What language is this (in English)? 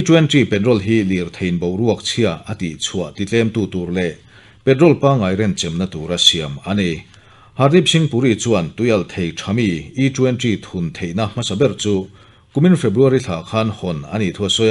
Mizo